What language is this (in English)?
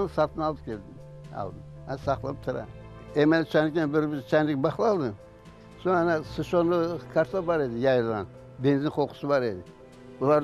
Crimean Tatar